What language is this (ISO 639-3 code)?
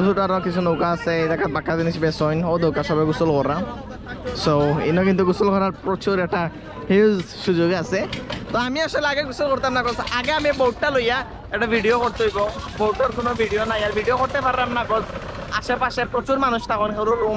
syl